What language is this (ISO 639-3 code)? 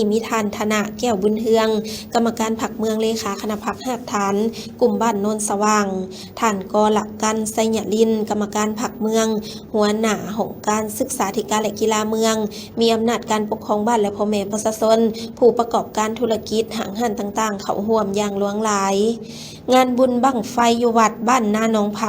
lao